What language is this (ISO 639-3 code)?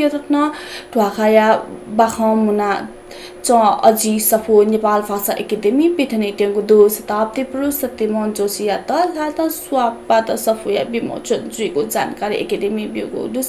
new